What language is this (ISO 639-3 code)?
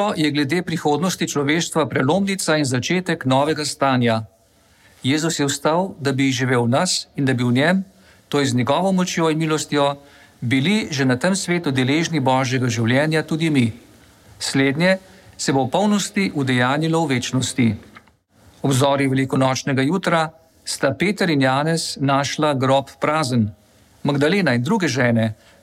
slv